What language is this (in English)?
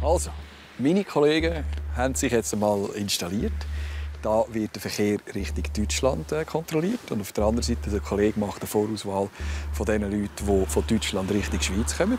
Swiss German